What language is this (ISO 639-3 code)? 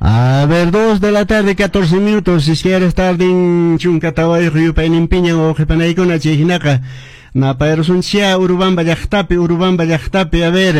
que